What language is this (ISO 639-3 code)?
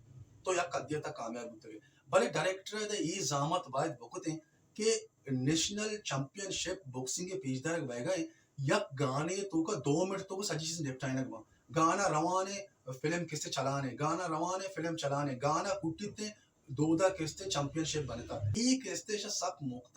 bal